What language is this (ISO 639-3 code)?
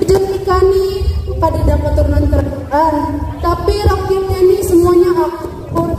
bjn